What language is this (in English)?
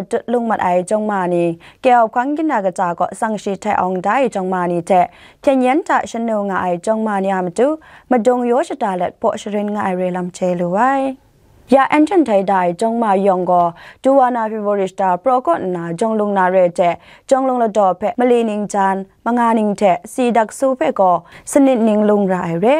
Kachin